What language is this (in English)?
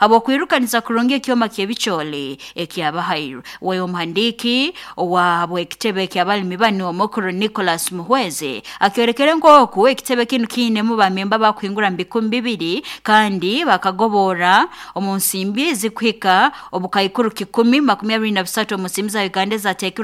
Nyoro